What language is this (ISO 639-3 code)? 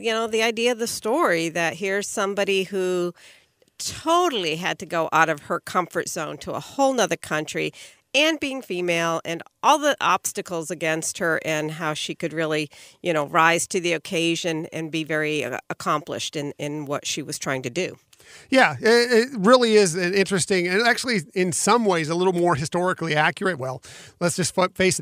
eng